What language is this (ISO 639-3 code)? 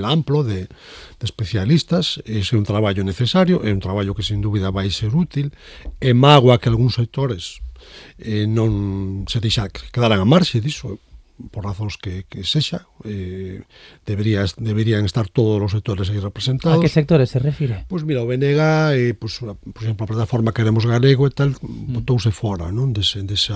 glg